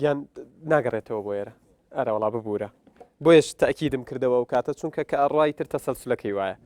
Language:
Central Kurdish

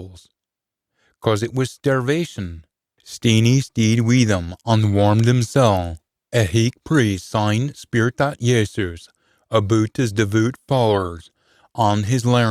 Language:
Scots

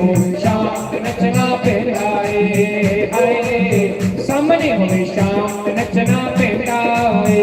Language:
Dogri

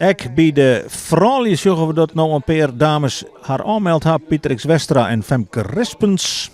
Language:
Western Frisian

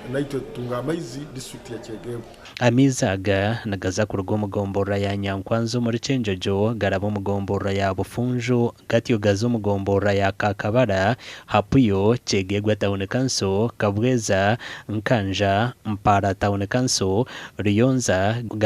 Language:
Nyankole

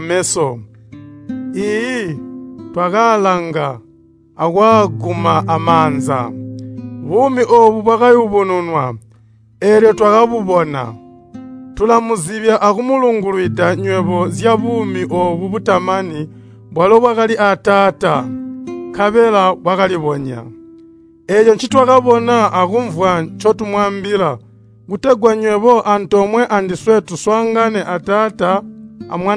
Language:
Tonga (Zambia)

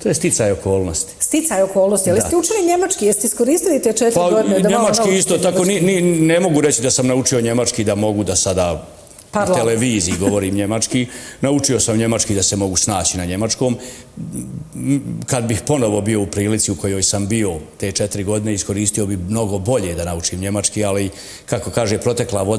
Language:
Bosnian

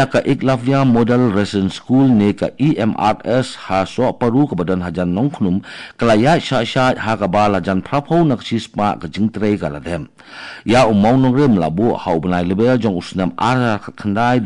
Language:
Khasi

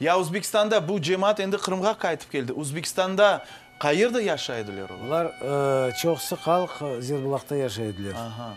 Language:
Crimean Tatar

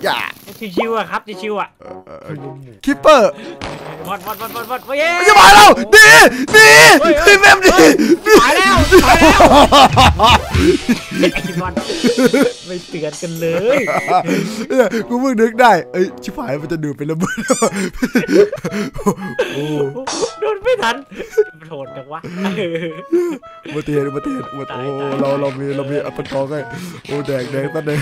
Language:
Thai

